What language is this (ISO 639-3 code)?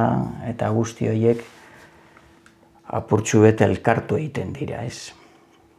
eus